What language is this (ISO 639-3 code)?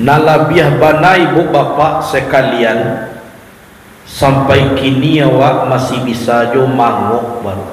min